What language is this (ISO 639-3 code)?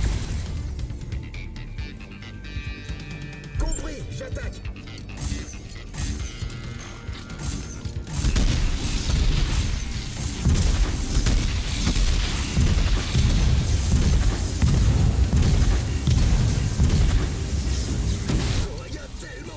fra